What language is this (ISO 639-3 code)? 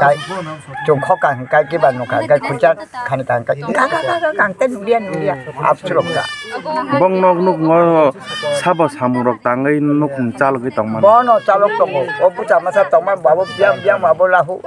trp